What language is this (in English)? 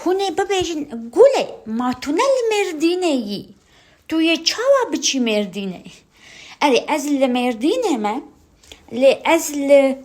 Kurdish